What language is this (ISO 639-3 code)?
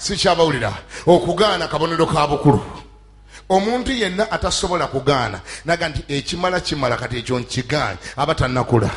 lug